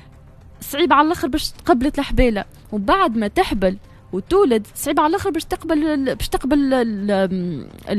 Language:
Tunisian Arabic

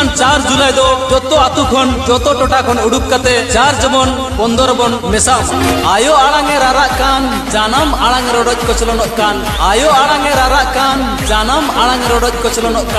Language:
Santali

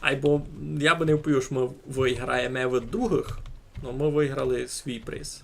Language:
Rusyn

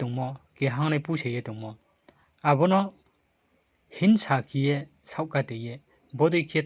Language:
Riang (India)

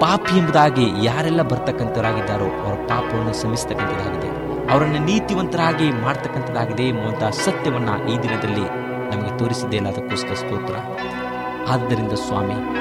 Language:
Kannada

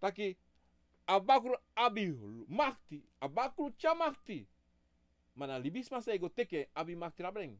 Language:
Sranan Tongo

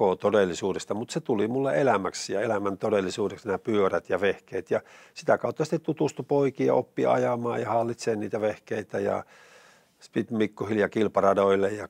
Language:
Finnish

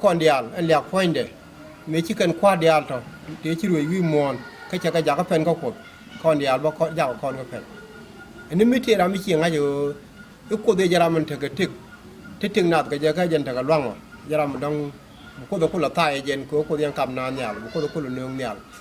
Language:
Nuer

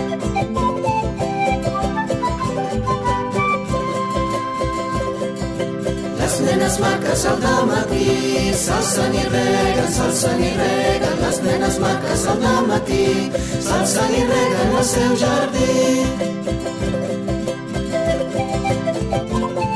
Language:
Catalan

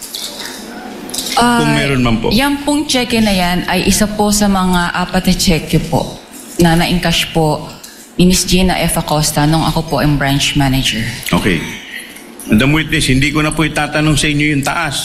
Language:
Filipino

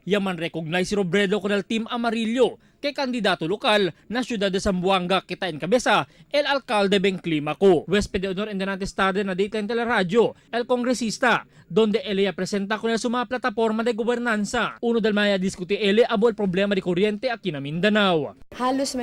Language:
Chavacano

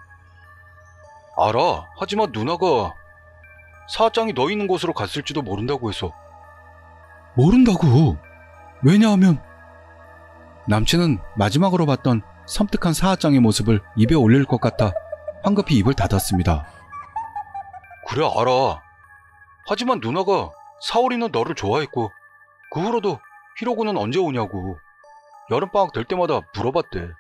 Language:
Korean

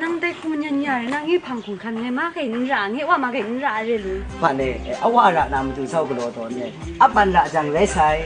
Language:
Kachin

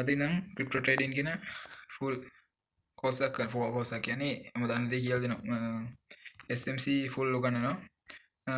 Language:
Sinhala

